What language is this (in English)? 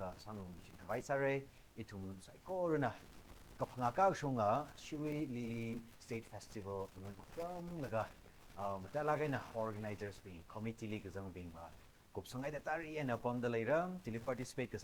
Tangkhul Naga (India)